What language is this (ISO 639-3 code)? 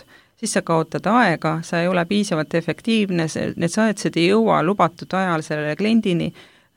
est